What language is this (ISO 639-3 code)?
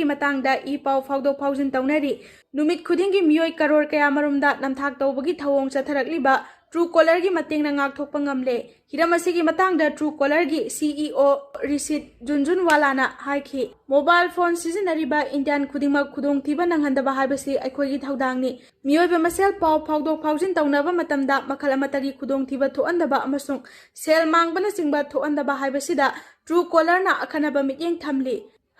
mni